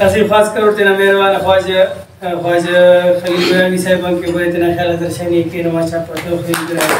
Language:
Brahui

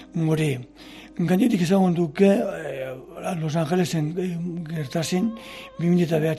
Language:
Basque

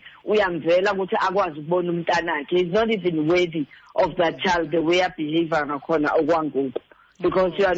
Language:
Xhosa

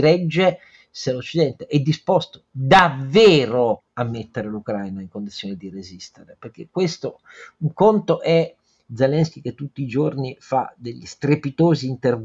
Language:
Italian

